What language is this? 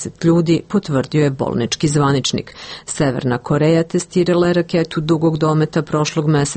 Serbian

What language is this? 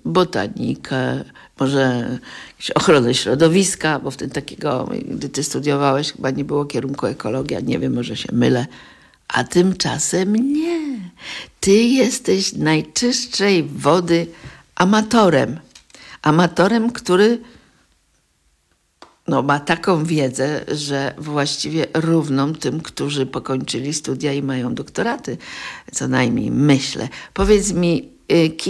Polish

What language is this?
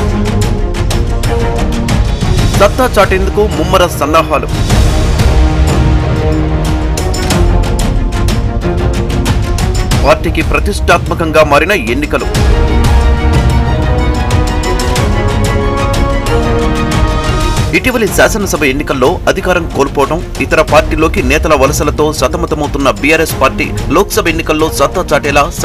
Telugu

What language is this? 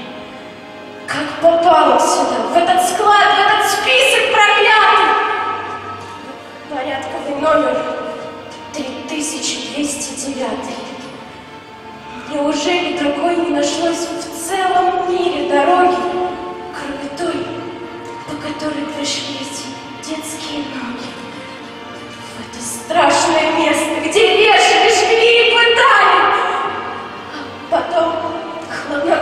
Russian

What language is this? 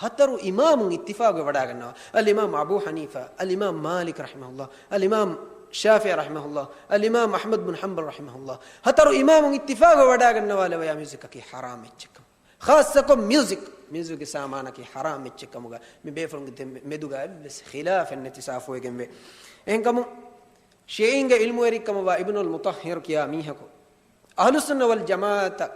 Divehi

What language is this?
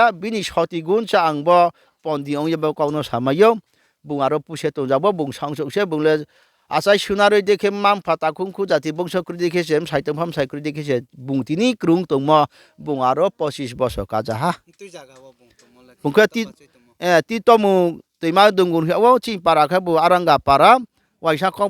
Riang (India)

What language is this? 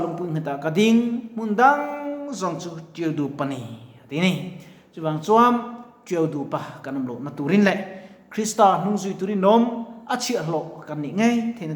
Mizo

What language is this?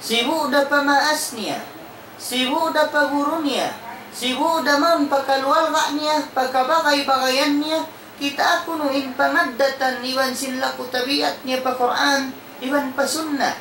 Tausug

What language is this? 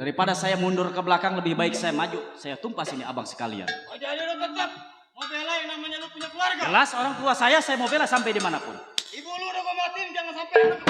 Betawi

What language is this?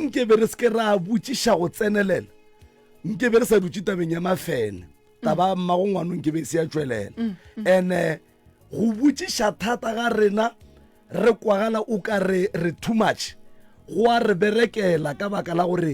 Northern Sotho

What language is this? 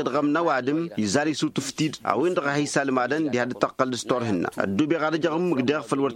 Tamasheq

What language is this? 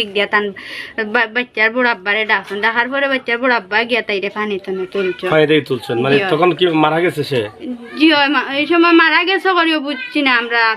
Sylheti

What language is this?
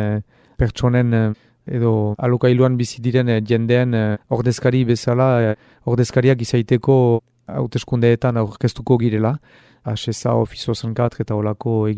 Basque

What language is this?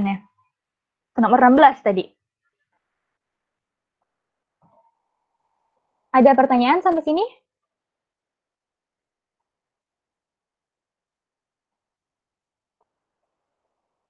Indonesian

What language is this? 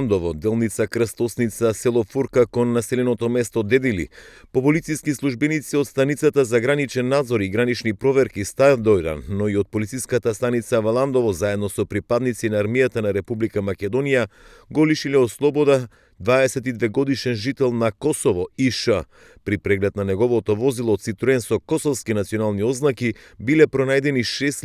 Macedonian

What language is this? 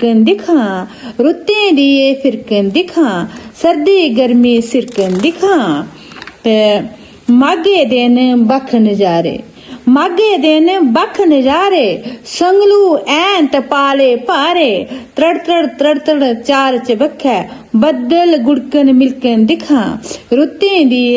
Dogri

